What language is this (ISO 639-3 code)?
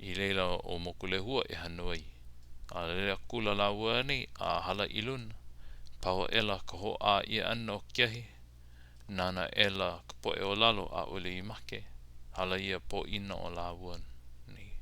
haw